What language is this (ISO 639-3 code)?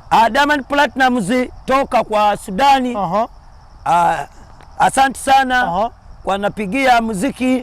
lug